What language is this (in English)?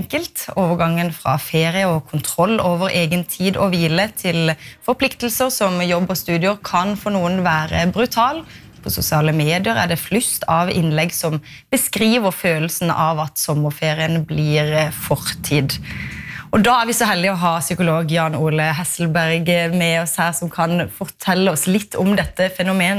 Norwegian